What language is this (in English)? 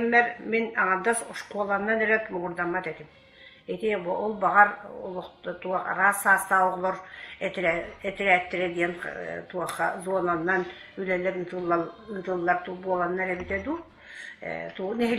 Yakut